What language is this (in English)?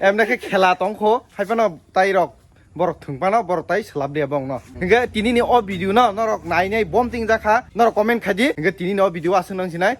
Kok Borok